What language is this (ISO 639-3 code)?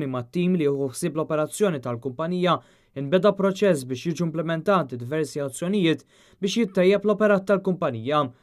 mlt